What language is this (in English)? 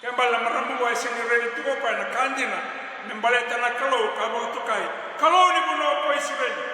Fijian